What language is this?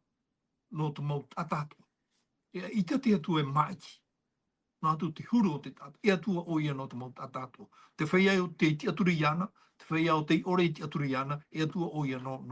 Tahitian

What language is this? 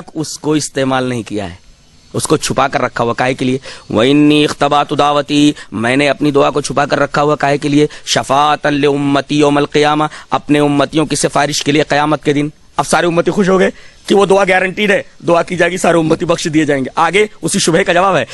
Urdu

